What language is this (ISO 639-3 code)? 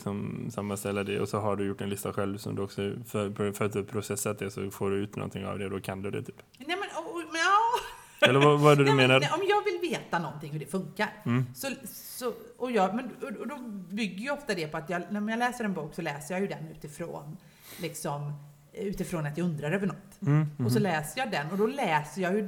swe